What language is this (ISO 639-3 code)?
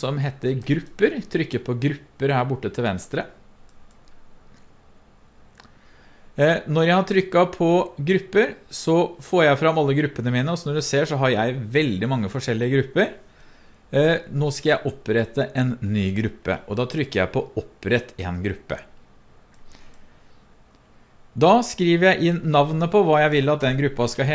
nor